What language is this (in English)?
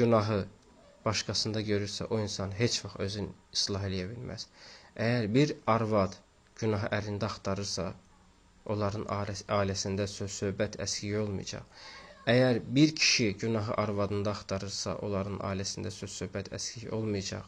Azerbaijani